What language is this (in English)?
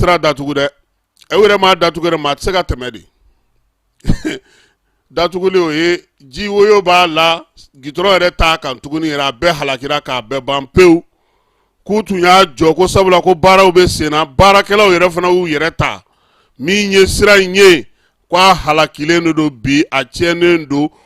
Bambara